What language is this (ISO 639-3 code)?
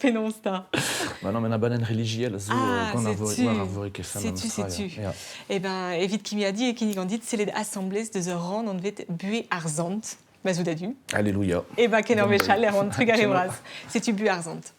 bre